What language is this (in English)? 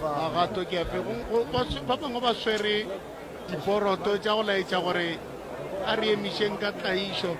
Northern Sotho